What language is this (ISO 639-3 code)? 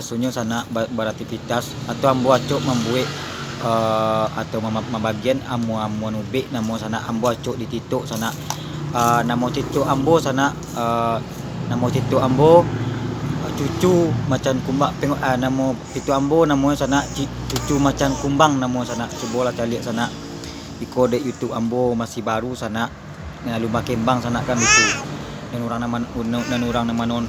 min